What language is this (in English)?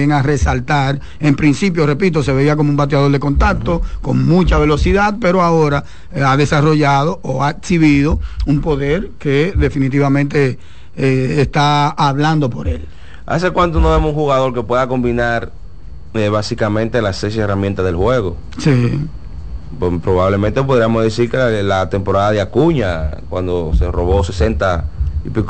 Spanish